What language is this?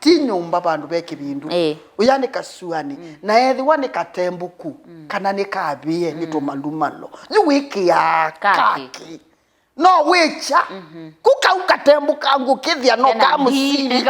Kamba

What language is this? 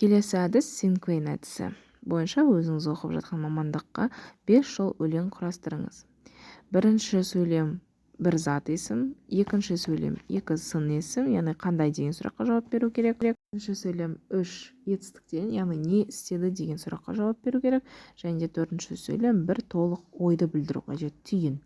Kazakh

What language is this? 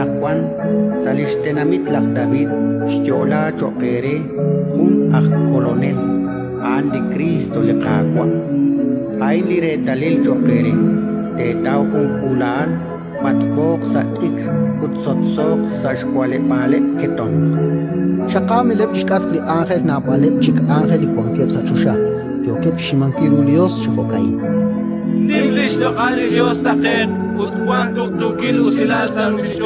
Kekchí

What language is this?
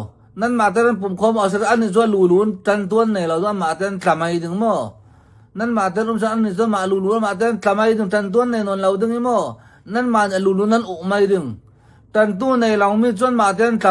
Hakha Chin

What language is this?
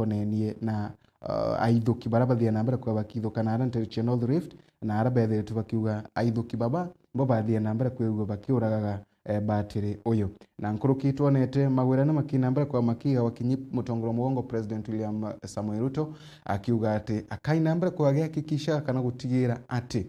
Meru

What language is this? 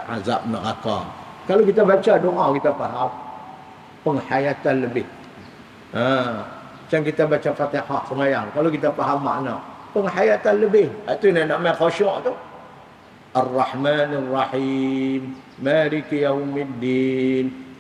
Malay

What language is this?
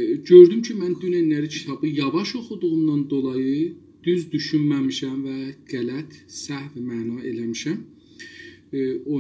South Azerbaijani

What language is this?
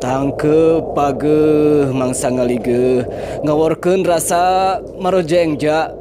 Sundanese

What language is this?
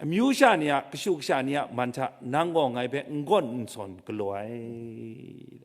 Kachin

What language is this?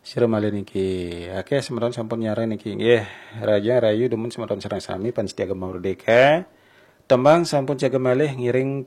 Balinese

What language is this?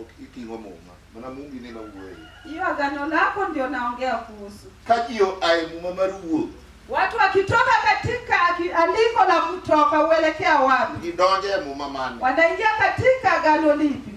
Luo (Kenya and Tanzania)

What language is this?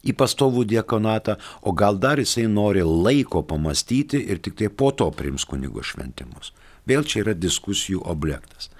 Lithuanian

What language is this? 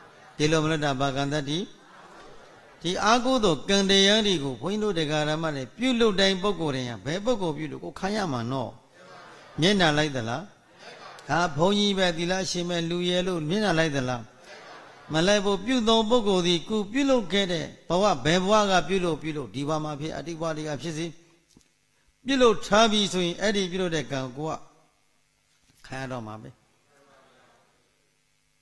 Burmese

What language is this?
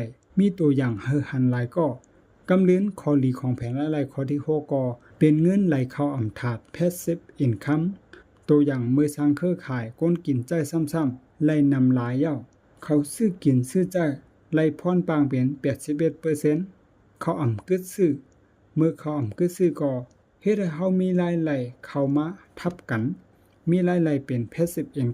Shan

